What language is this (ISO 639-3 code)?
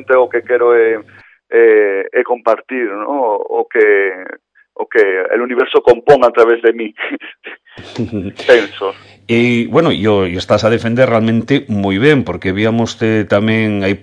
glg